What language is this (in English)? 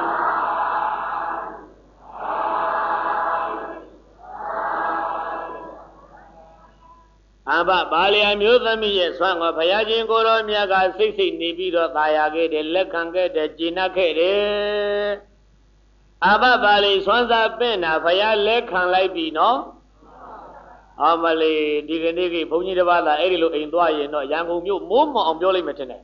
Burmese